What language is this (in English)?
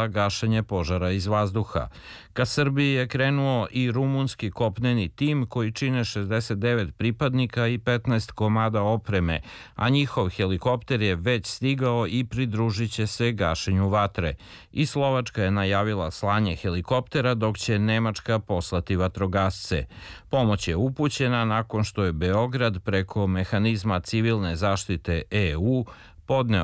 Serbian